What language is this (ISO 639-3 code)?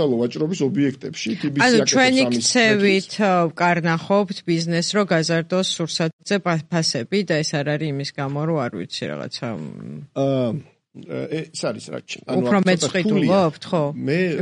kat